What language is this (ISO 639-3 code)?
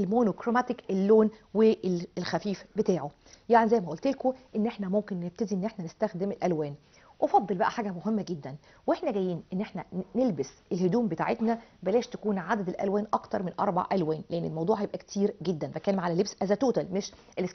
arz